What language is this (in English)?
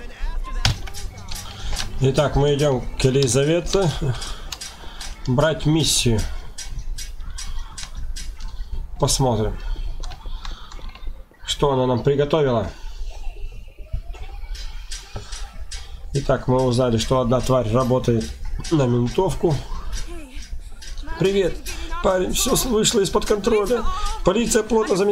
Russian